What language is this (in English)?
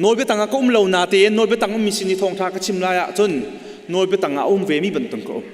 Hakha Chin